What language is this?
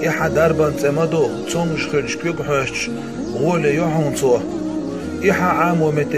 Chechen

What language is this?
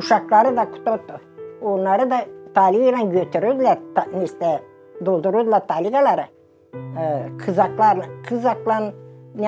Gagauz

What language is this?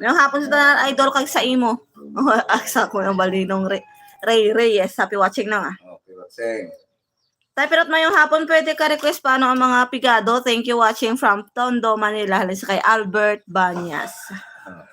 Hiligaynon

